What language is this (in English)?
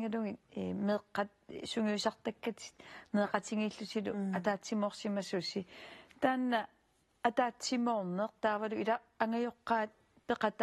Kalaallisut